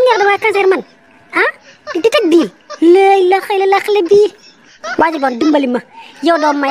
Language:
Wolof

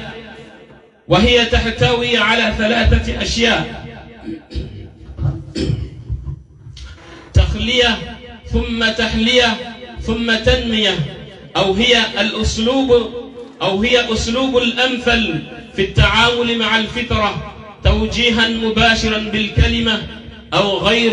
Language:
Arabic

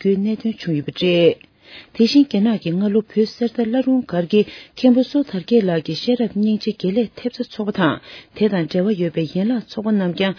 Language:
Tibetan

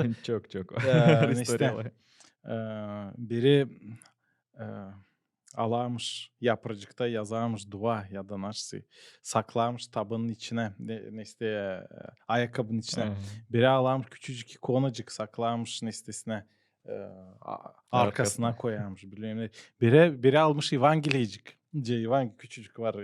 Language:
Gagauz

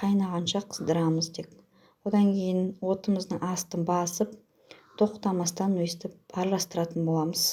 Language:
Kazakh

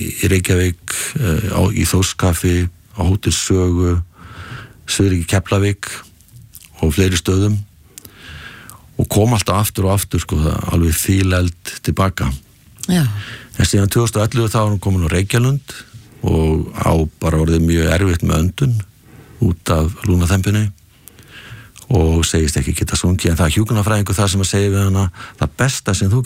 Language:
Icelandic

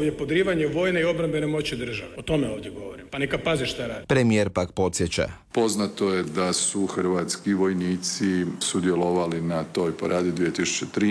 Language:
Croatian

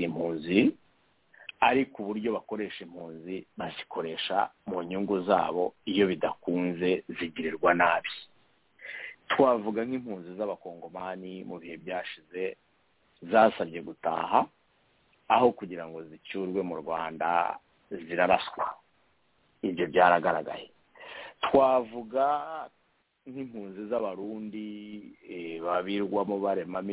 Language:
Kinyarwanda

